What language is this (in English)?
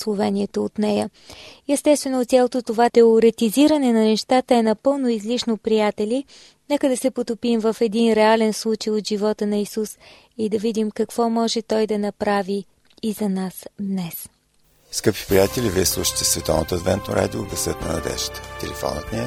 Bulgarian